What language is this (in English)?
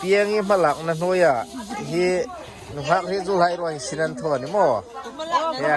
Hmar